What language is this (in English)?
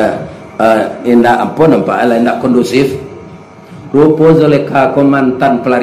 Minangkabau